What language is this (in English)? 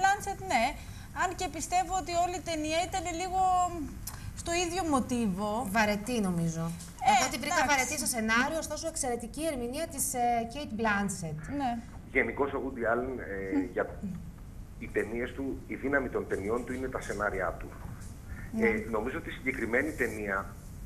Greek